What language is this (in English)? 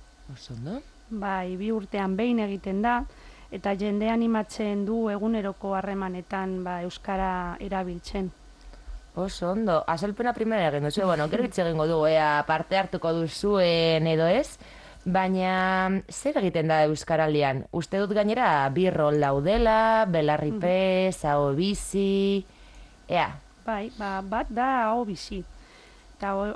Basque